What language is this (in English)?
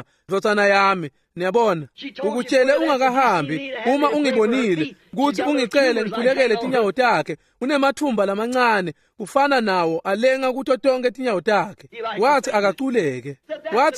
Swati